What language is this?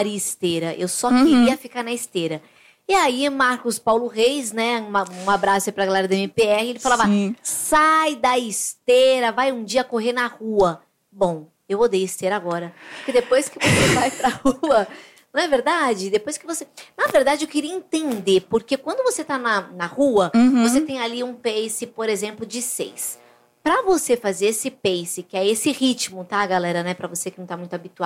Portuguese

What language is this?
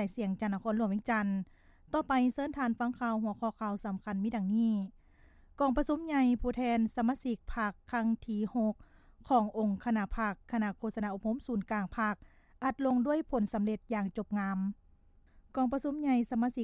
Lao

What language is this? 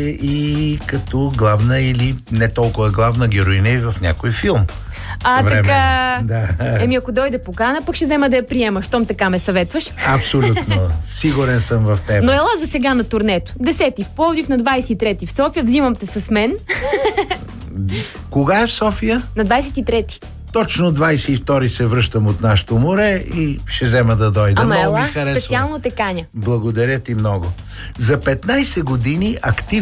Bulgarian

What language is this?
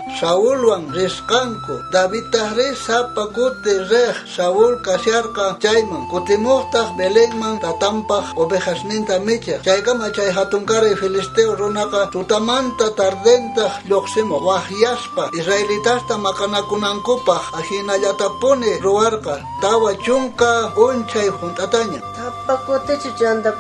South Bolivian Quechua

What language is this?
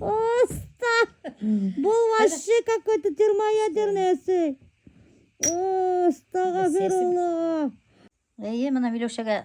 Bashkir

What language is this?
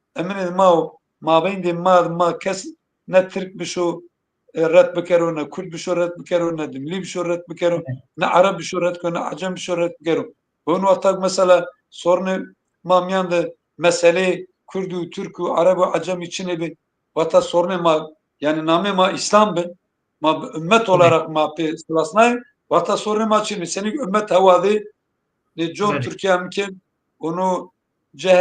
Zaza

